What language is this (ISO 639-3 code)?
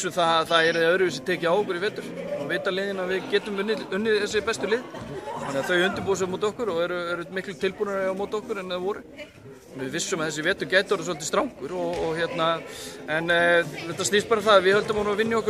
isl